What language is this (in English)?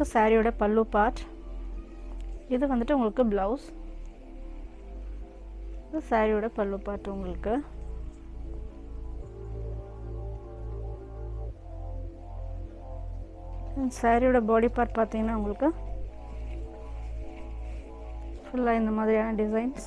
Tamil